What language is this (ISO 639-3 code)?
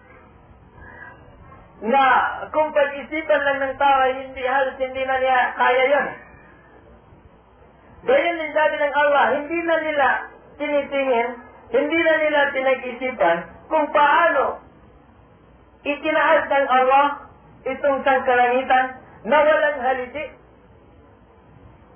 fil